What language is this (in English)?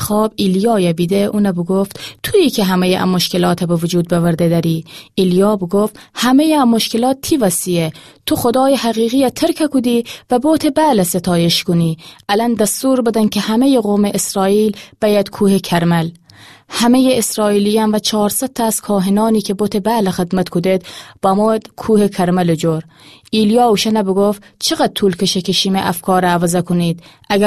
Gilaki